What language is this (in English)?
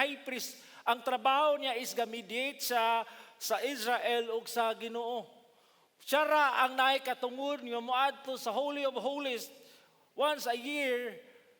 Cebuano